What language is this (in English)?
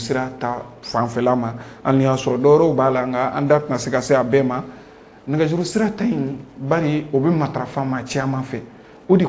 Bambara